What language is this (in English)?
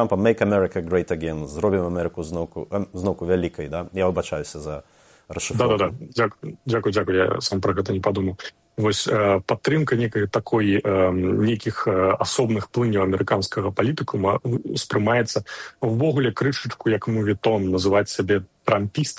Belarusian